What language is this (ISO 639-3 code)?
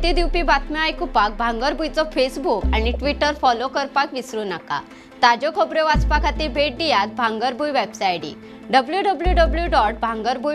kok